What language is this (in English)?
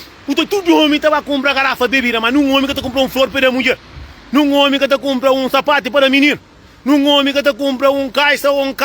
Kabuverdianu